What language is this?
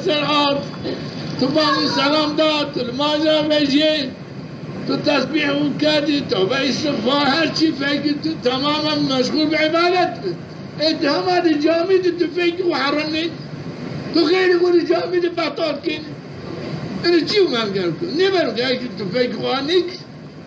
Zaza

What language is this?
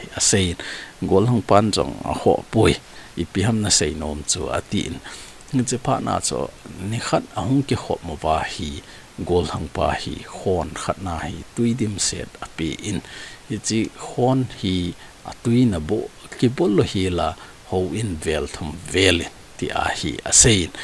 Thado Chin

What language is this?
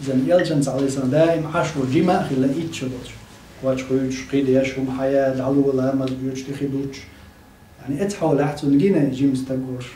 Chechen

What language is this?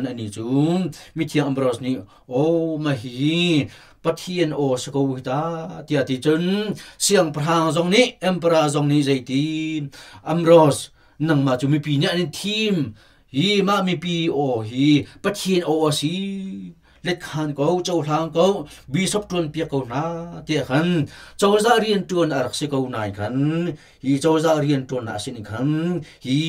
Hakha Chin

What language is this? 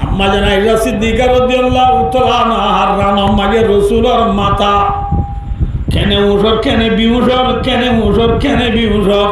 Rohingya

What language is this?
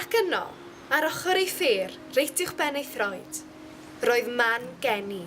Welsh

